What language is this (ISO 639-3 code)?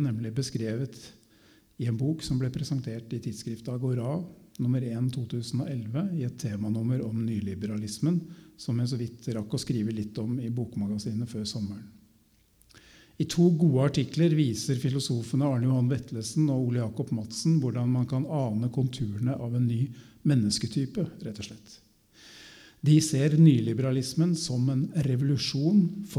nor